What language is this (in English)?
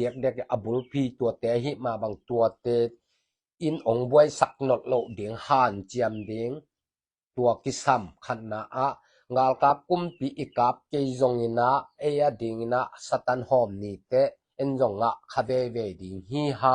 Tedim Chin